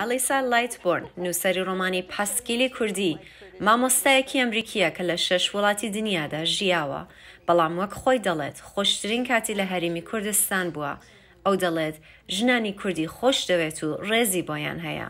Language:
Central Kurdish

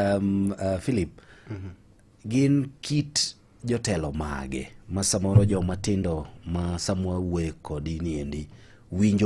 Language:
Luo (Kenya and Tanzania)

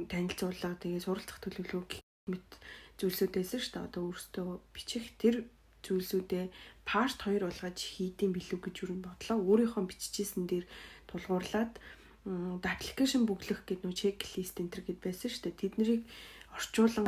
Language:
Mongolian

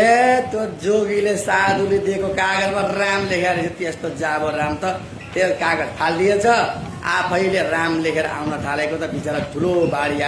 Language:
Nepali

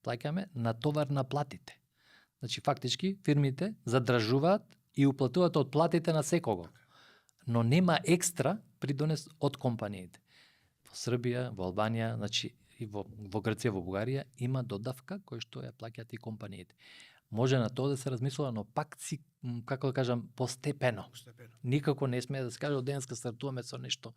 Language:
Macedonian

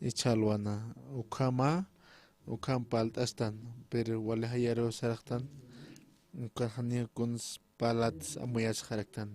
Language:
Aymara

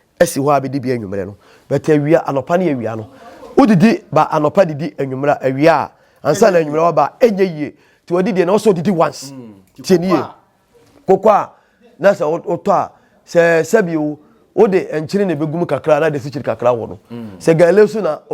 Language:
Akan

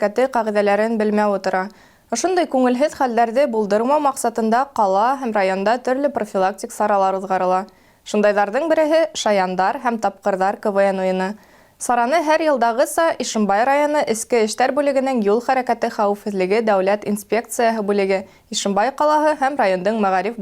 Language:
Bashkir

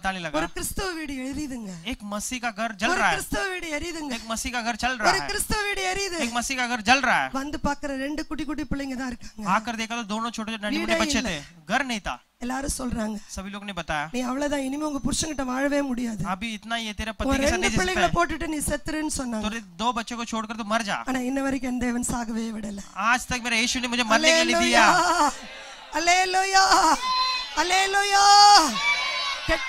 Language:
Tamil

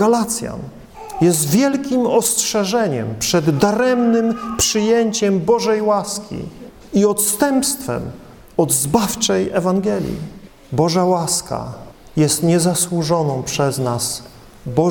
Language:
Polish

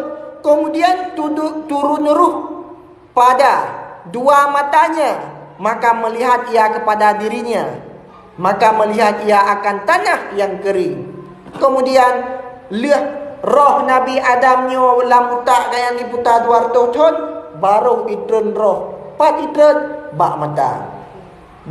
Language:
Achinese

